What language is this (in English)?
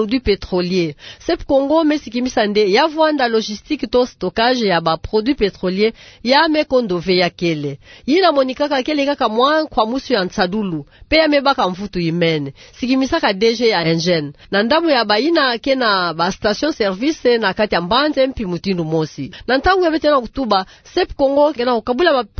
Kituba (Democratic Republic of Congo)